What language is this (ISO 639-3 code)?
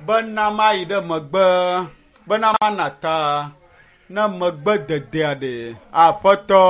ewe